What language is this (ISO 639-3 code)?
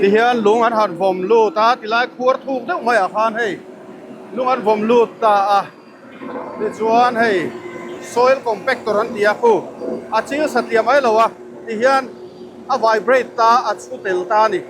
lus